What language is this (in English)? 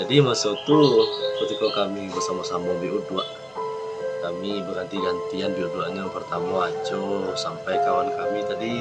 Minangkabau